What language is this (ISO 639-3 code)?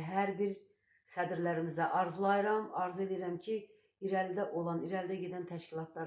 aze